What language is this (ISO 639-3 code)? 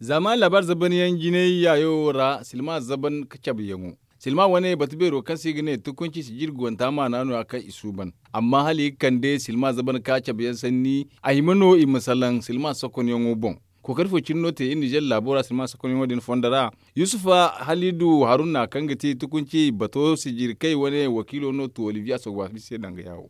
dje